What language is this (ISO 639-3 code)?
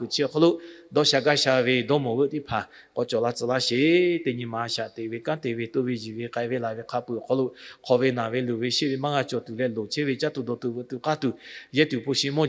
lhu